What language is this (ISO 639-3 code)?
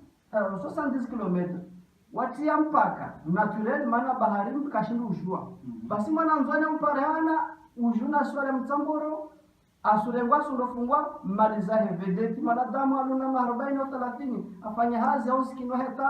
zdj